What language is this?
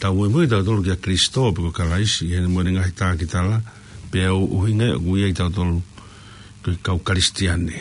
Tongan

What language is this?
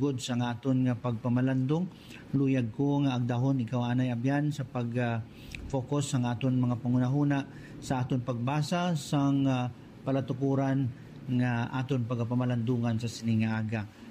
Hiligaynon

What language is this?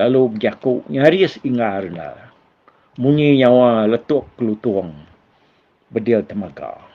Iban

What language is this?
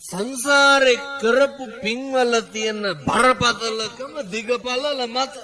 Sinhala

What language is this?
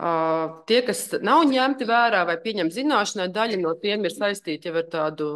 Latvian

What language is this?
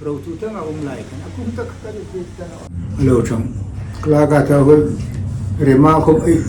Hmar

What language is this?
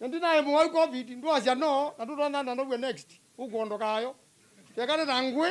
Kamba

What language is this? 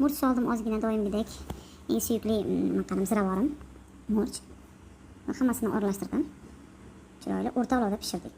Uzbek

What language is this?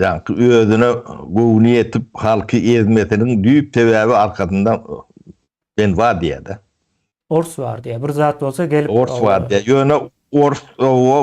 Turkmen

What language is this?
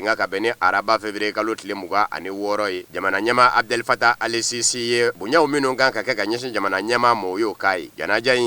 Bambara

